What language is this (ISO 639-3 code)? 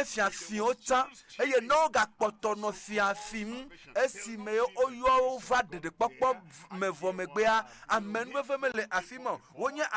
ewe